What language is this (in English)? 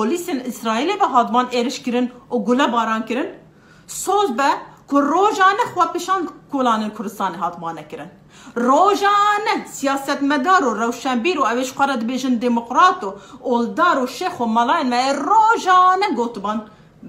Kurdish